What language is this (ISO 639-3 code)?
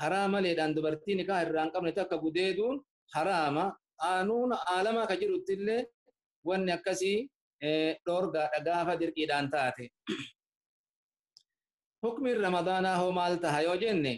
orm